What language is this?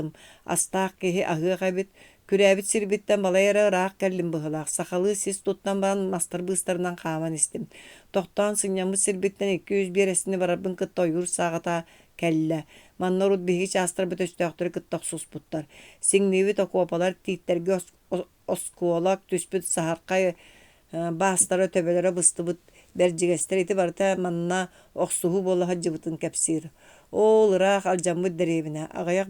Yakut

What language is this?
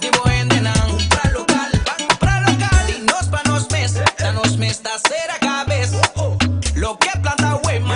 Papiamento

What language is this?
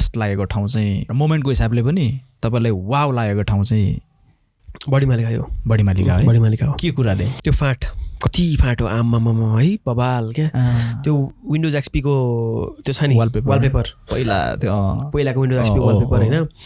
Nepali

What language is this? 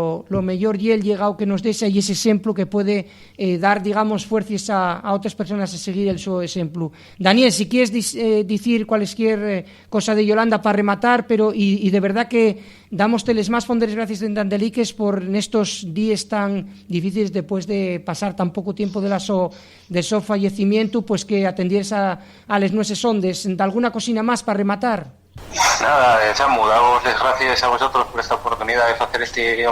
Asturian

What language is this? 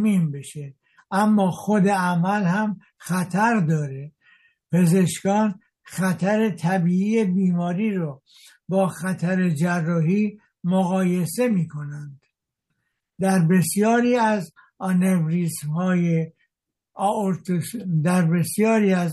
Persian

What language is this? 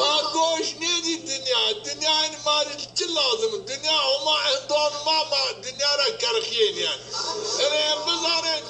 Zaza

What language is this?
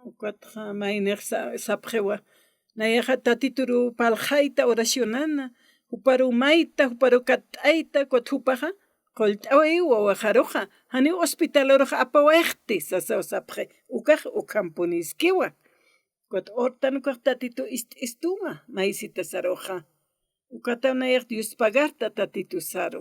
Aymara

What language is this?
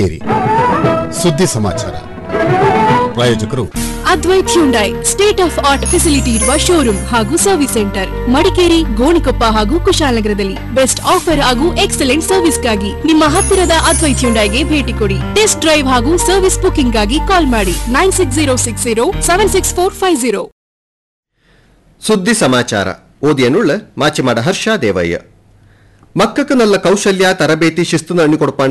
Kannada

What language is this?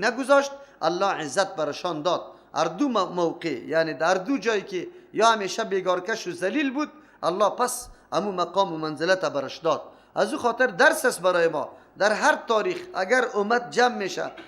Persian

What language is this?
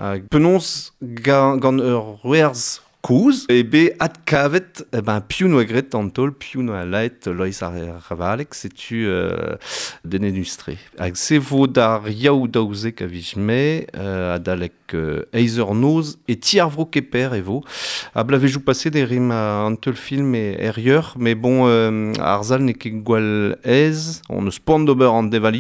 Breton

